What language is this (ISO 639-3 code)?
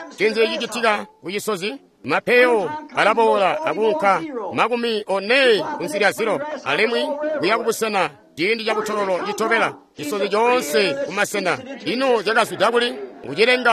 toi